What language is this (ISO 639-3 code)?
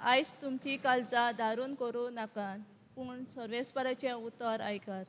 kok